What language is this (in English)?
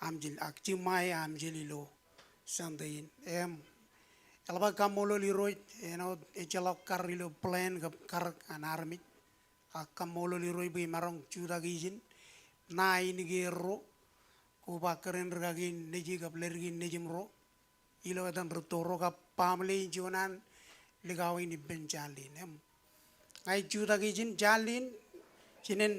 Marshallese